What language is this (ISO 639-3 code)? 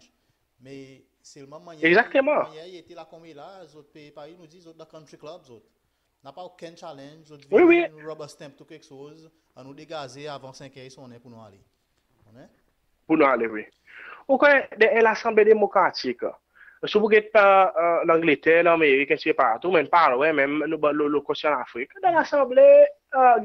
crs